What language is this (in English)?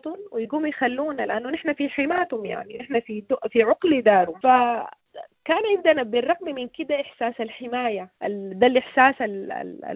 Sudanese Arabic